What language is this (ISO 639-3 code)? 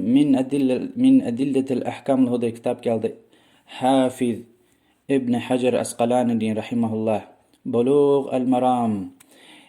lez